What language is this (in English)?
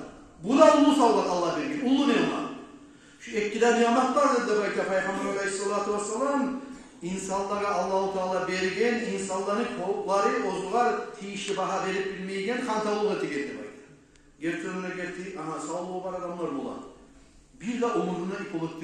Kumyk